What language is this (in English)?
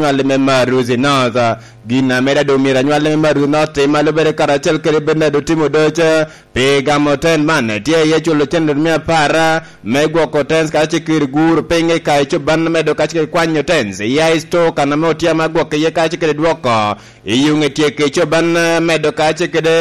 Lango (Uganda)